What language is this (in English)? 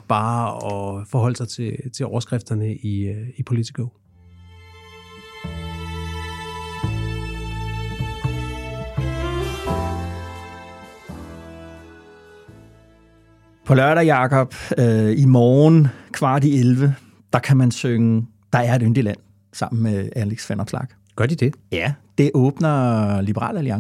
Danish